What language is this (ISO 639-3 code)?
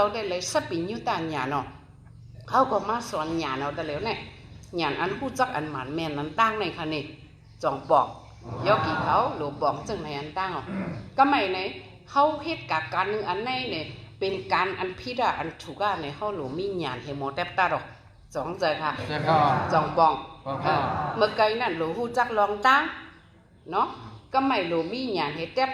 shn